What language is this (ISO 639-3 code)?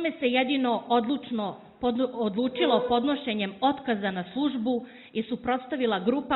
srp